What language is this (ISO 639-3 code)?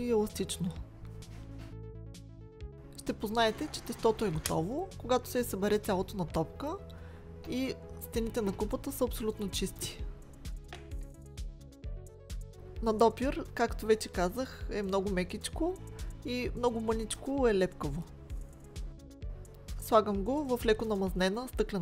bul